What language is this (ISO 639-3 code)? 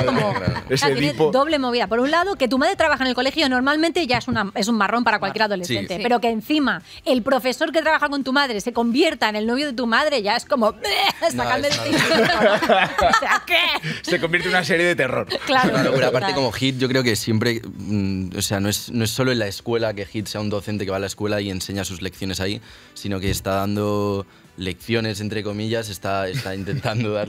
spa